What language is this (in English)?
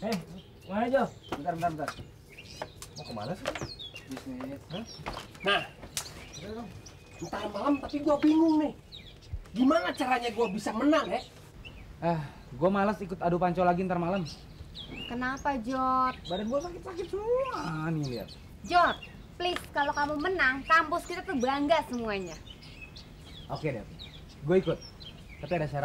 Indonesian